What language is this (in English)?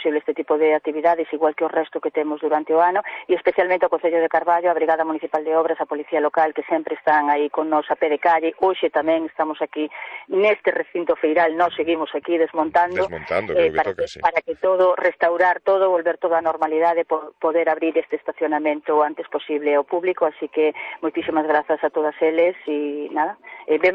Galician